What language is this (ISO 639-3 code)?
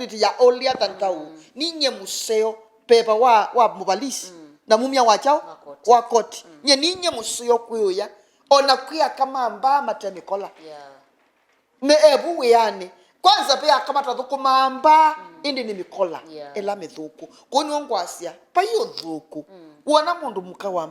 kam